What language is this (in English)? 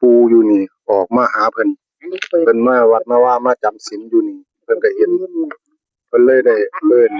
Northeastern Thai